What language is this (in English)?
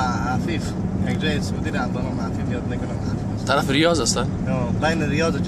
Persian